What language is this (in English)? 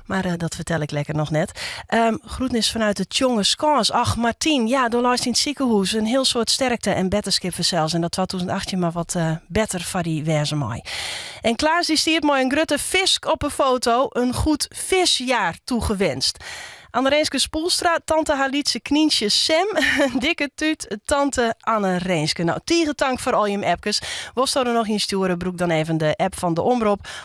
Western Frisian